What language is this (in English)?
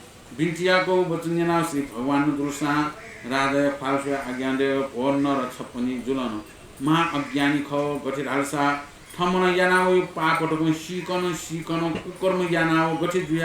Newari